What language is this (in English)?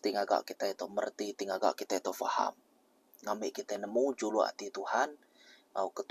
Iban